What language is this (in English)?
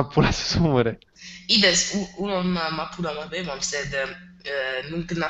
Latin